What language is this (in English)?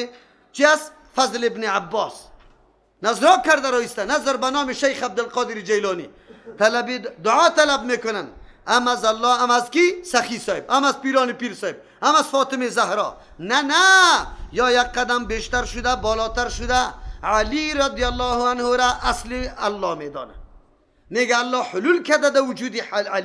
Persian